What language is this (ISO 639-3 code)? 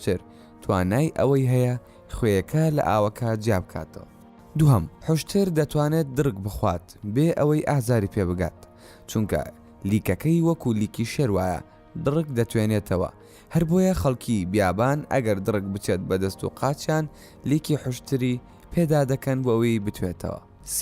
ckb